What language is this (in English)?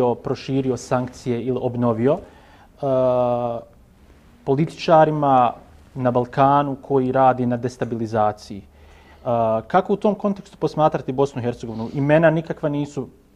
Bosnian